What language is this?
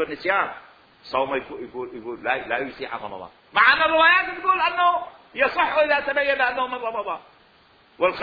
Mesopotamian Arabic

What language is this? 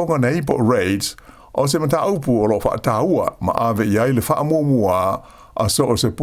Samoan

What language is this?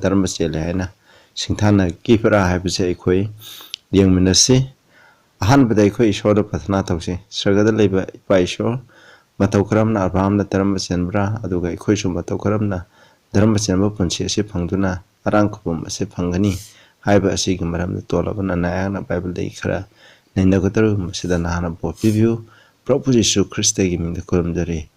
Manipuri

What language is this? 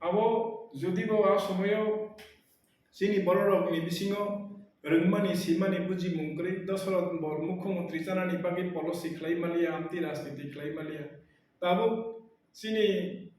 Kok Borok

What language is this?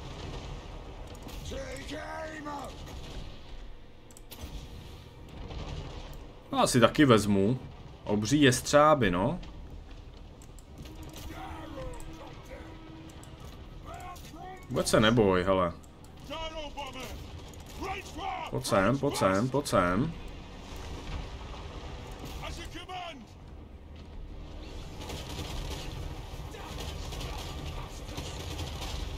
Czech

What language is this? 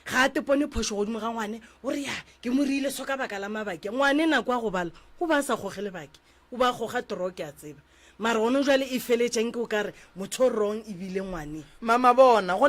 Northern Sotho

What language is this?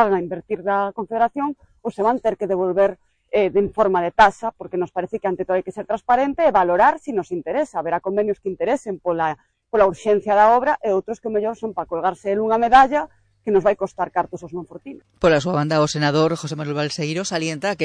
Galician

